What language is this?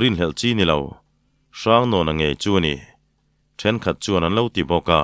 Mizo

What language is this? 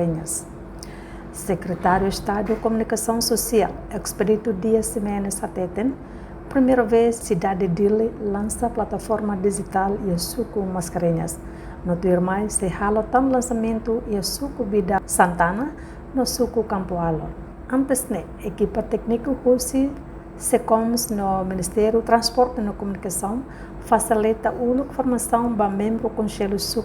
Tetum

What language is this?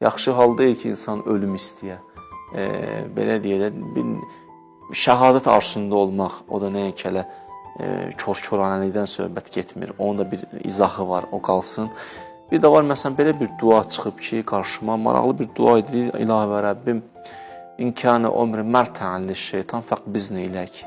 Azerbaijani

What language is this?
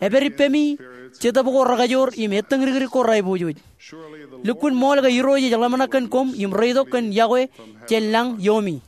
Marshallese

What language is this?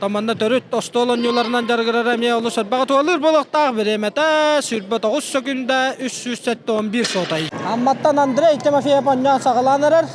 Yakut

